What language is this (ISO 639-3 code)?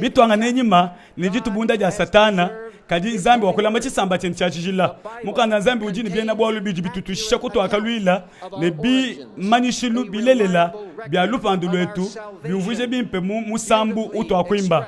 lua